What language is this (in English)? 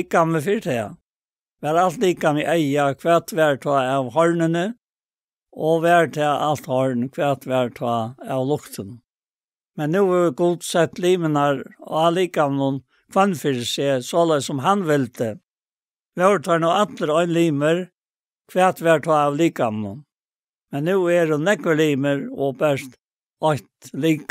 Faroese